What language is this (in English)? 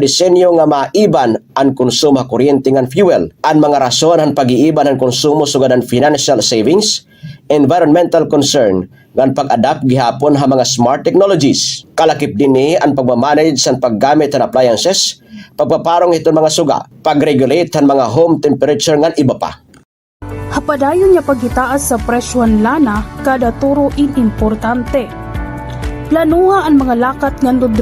Waray